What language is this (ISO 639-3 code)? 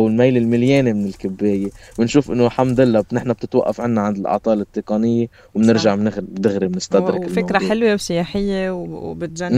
apc